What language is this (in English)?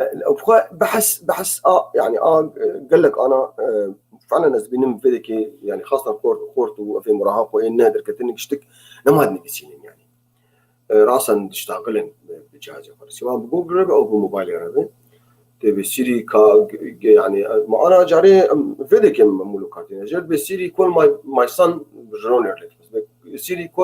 Kurdish